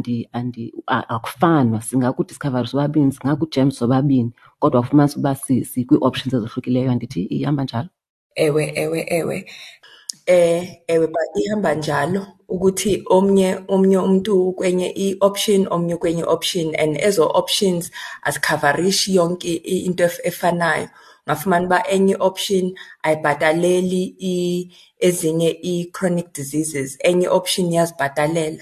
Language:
Xhosa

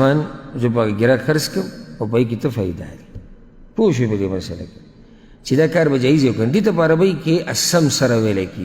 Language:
Pashto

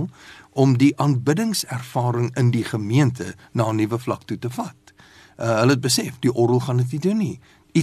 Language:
Afrikaans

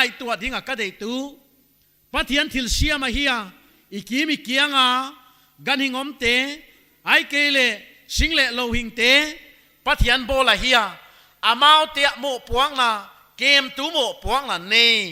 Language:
Paite Chin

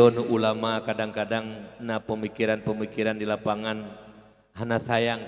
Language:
Achinese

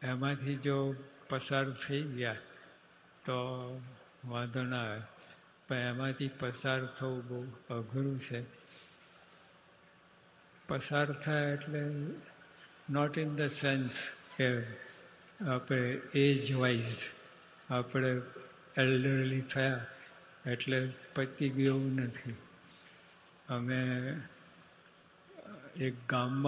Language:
Gujarati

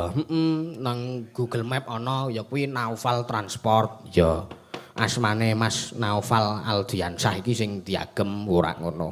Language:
Javanese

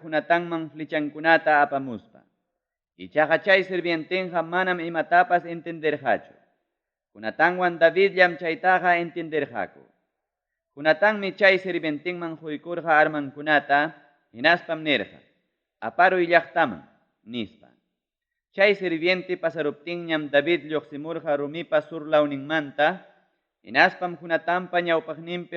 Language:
Ayacucho Quechua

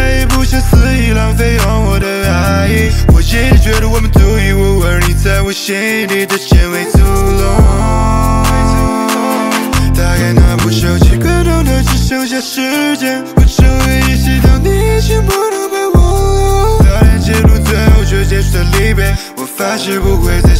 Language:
Chinese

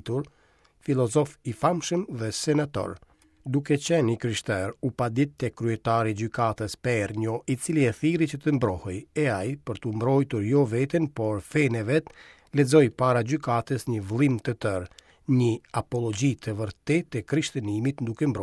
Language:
Albanian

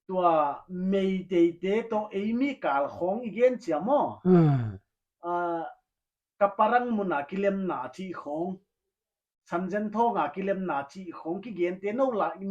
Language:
Paite Chin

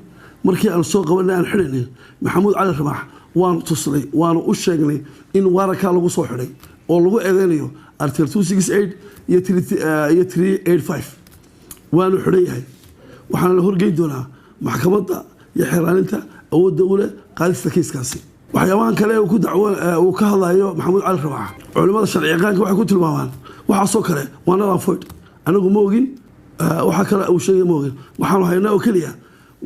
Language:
Somali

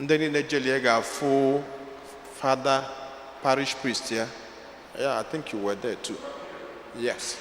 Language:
Igbo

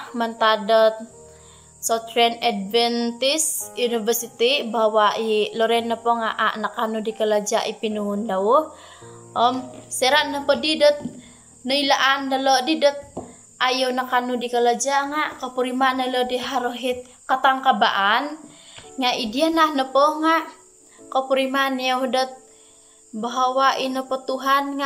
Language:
Central Dusun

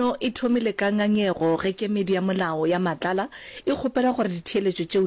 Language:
Northern Sotho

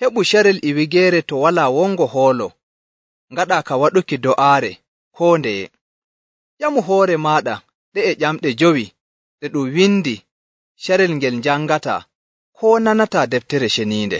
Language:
Nigerian Fulfulde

